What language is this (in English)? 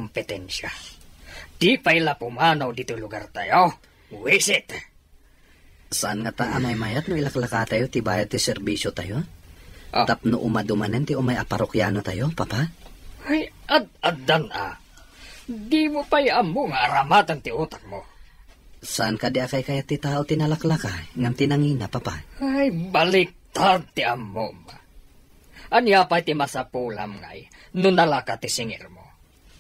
Iloko